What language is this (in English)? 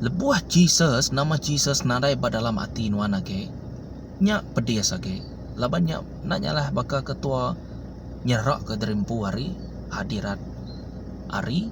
Iban